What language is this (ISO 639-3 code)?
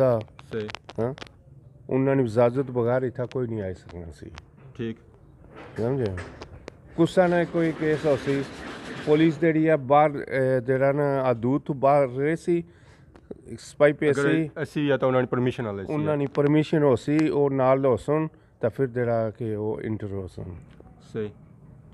phr